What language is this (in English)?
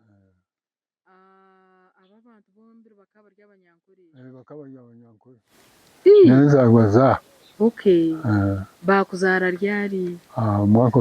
Nyankole